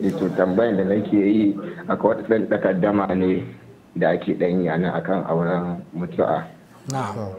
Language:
Hausa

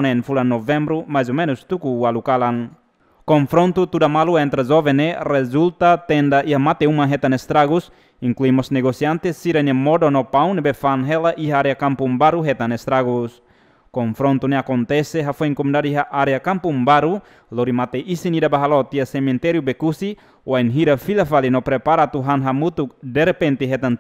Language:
Tetum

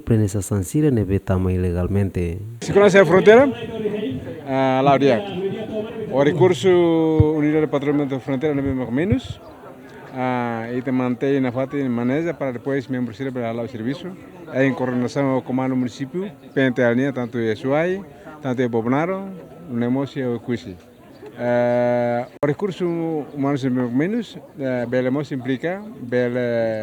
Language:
Tetum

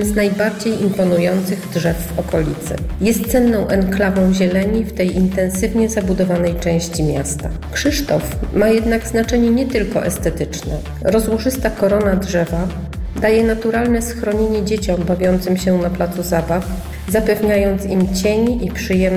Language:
Polish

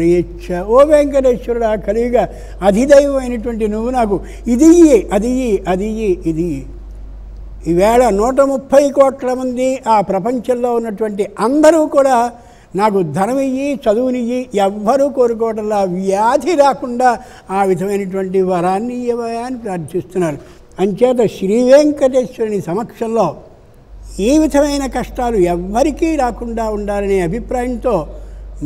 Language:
Telugu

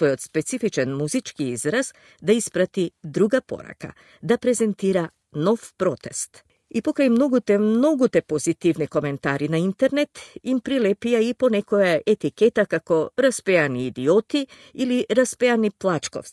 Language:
Macedonian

